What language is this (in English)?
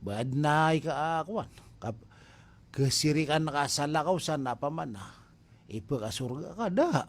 Maranao